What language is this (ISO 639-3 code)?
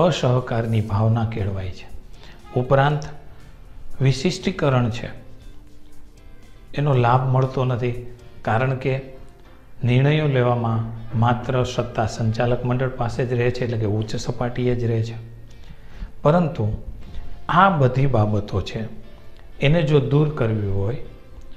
guj